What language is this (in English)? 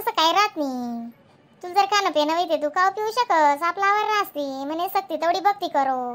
Khandesi